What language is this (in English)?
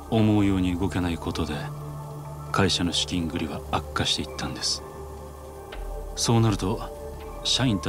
Japanese